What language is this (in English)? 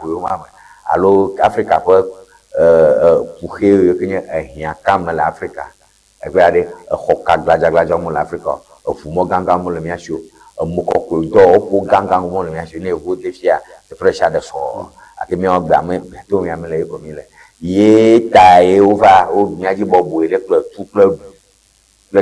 Ewe